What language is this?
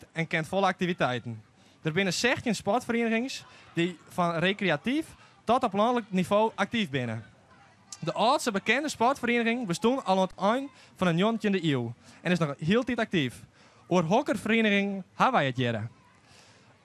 Western Frisian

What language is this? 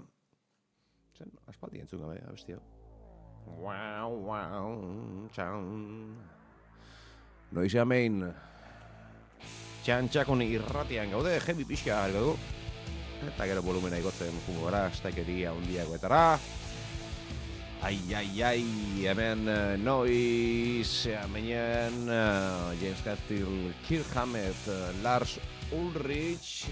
Basque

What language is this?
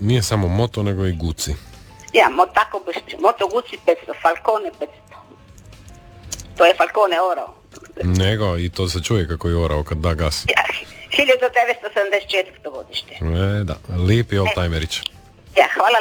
Croatian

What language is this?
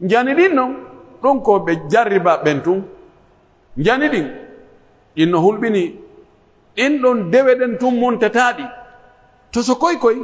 Pular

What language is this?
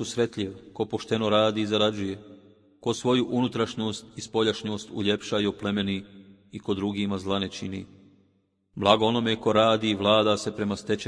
Bosnian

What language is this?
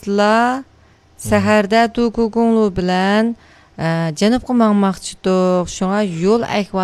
Uyghur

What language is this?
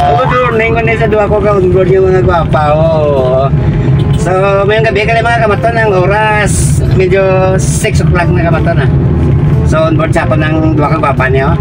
Hiligaynon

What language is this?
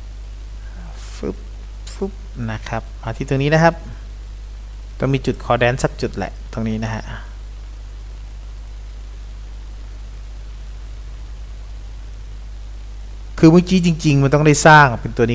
Thai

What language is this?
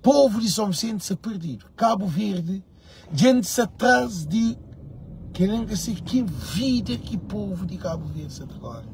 Kabuverdianu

